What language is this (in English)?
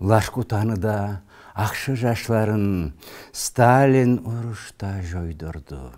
Karachay-Balkar